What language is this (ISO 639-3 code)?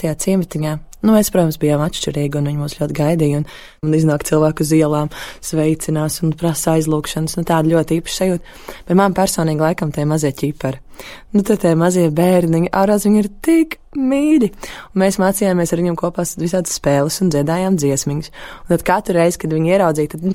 lav